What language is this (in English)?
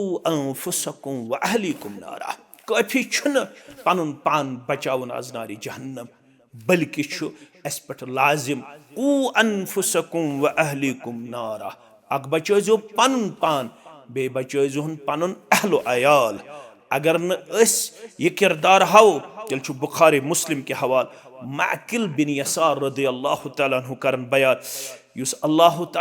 Kashmiri